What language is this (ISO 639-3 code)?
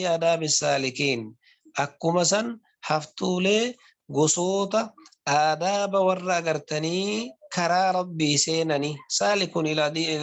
orm